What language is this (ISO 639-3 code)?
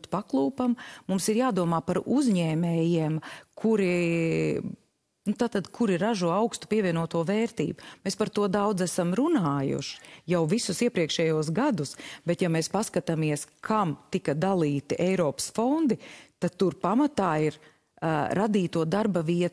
lav